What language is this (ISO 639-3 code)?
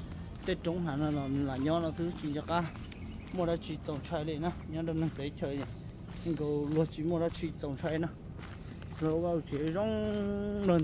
hmn